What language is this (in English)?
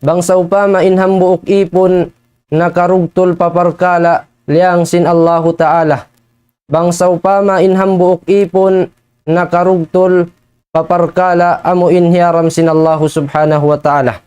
Tausug